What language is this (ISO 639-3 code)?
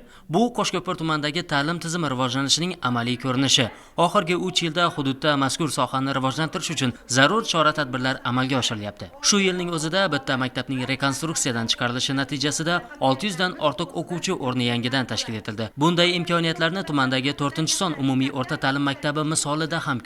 uzb